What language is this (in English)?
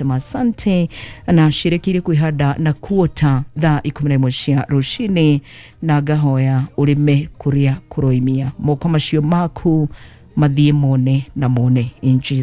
Kikuyu